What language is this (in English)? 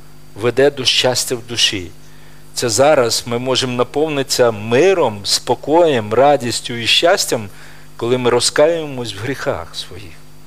Ukrainian